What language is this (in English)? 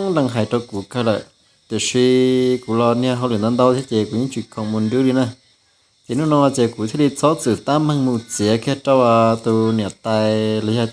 Hmong